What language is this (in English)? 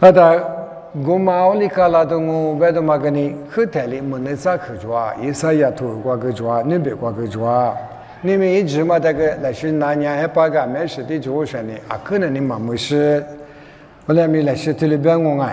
Lisu